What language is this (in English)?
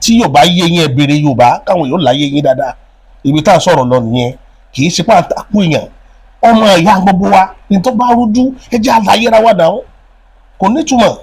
Yoruba